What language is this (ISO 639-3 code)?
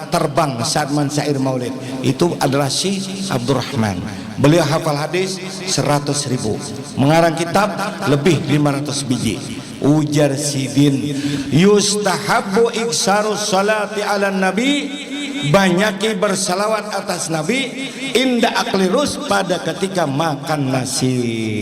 bjn